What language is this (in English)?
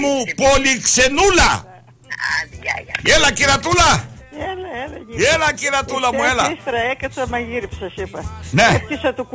Greek